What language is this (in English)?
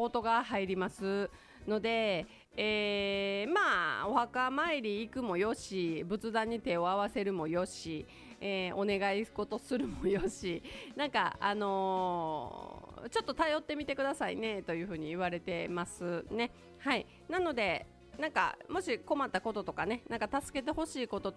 Japanese